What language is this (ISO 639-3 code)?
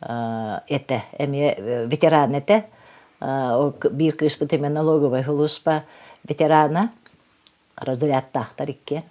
sah